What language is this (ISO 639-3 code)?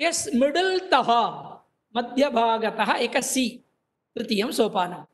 san